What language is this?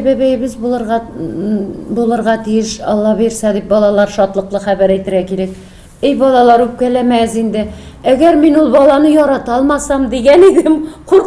Tatar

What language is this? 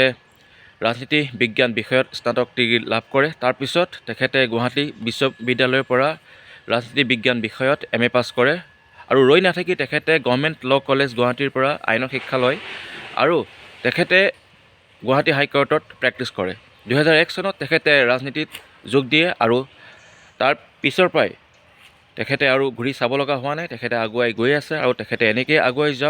Assamese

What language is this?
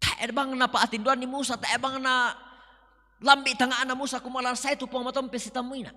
Toraja-Sa'dan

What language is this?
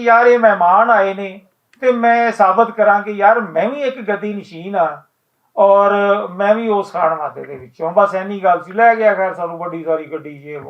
Western Panjabi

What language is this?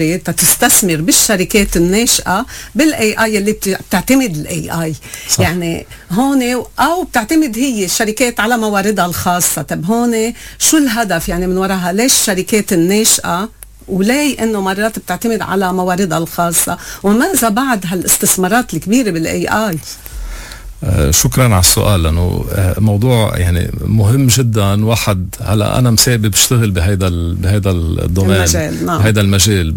North Levantine Arabic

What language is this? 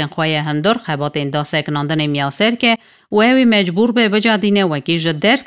Kurdish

